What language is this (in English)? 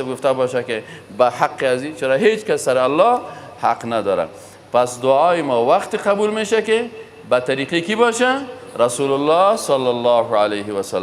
Persian